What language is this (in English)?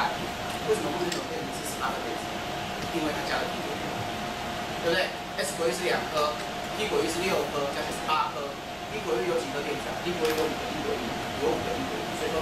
Chinese